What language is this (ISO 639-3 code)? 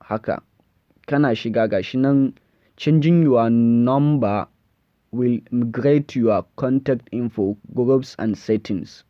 hau